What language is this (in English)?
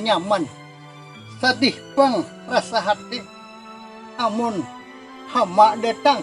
Banjar